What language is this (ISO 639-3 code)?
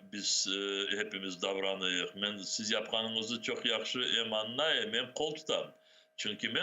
crh